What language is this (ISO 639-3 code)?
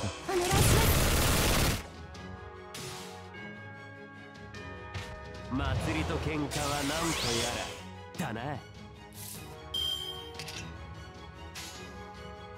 jpn